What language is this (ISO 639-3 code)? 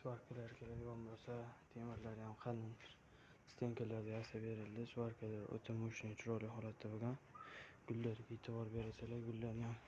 uzb